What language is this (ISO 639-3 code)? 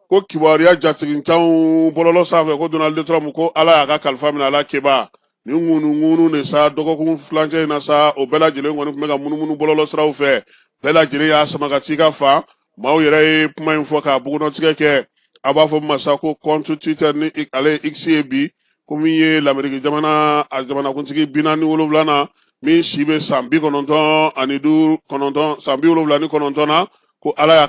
bam